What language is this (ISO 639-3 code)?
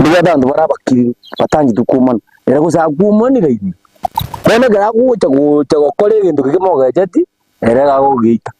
guz